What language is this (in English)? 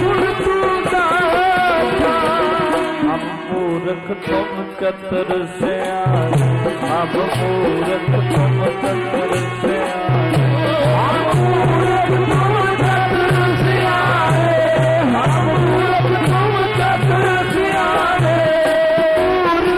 Punjabi